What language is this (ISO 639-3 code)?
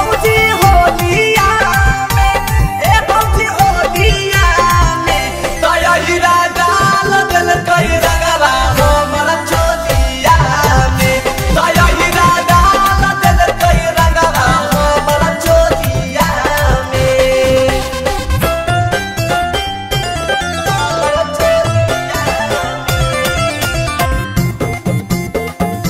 bho